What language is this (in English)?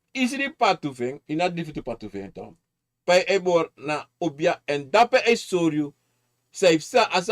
Sranan Tongo